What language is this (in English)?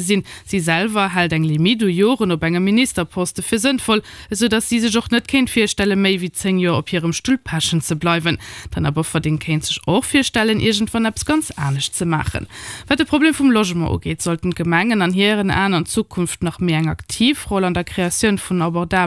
Luxembourgish